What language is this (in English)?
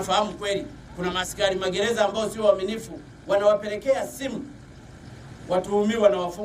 Swahili